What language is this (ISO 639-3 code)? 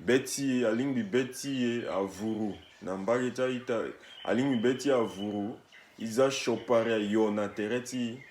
sag